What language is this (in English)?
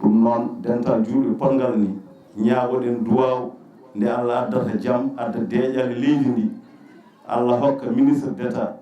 Fula